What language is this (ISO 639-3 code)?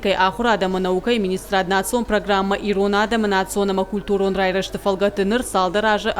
oss